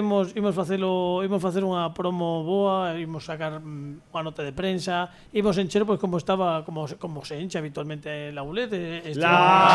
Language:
Galician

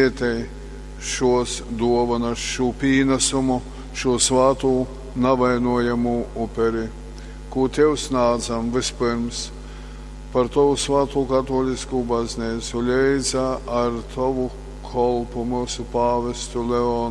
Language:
Latgalian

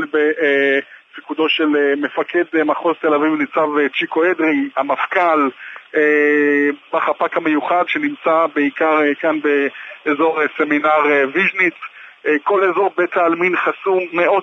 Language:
Hebrew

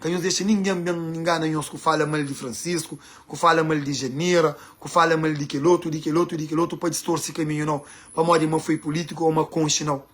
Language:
Kabuverdianu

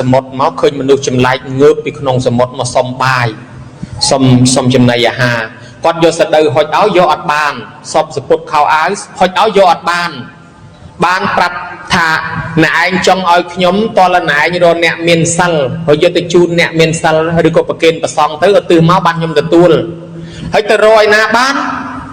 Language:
Khmer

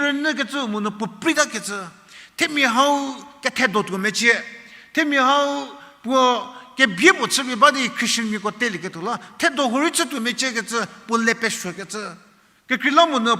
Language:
Angami Naga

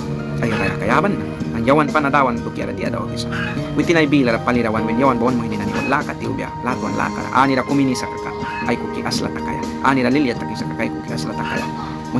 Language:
Mískito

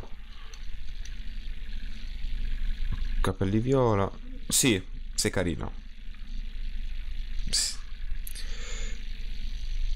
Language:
Italian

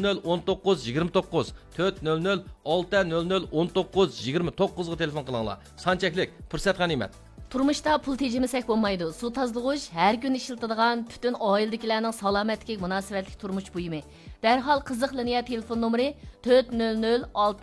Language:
Uyghur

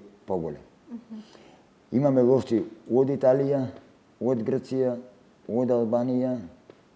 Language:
Macedonian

